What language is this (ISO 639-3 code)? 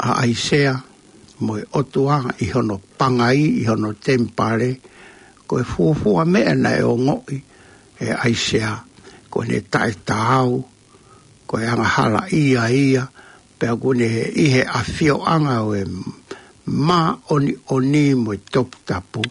ton